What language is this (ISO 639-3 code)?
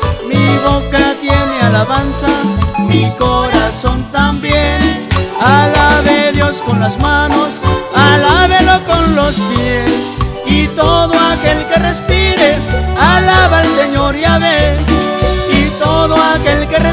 spa